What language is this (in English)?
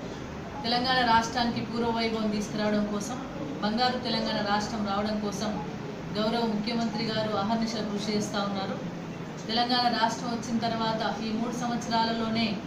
Telugu